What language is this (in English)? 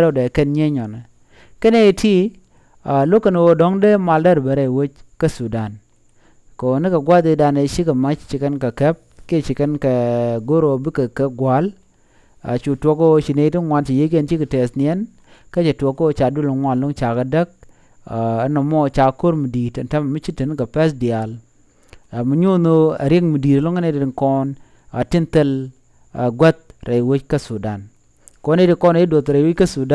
Nuer